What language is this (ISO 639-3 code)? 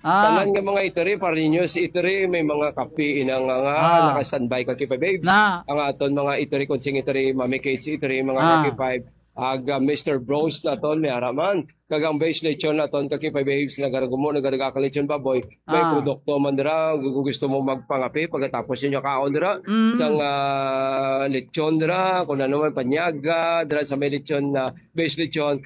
hil